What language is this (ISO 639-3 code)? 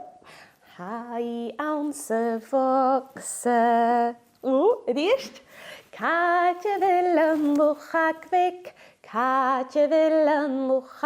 gla